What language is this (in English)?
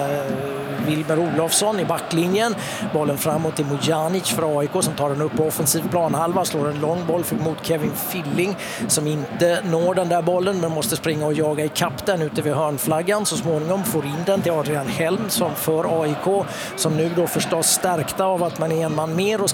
Swedish